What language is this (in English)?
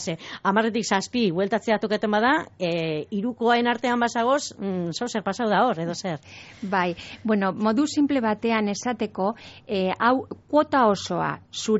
Basque